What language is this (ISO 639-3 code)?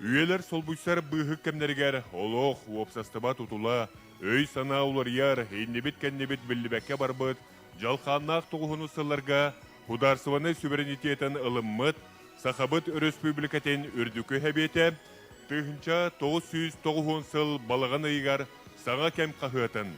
sah